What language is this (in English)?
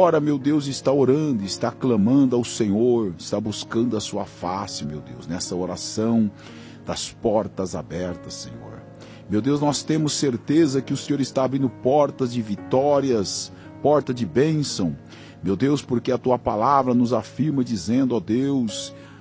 Portuguese